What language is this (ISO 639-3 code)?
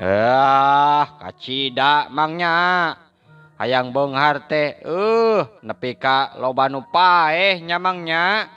sun